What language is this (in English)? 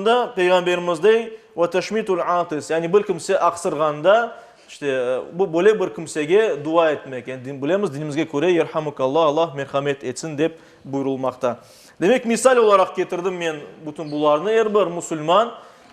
Crimean Tatar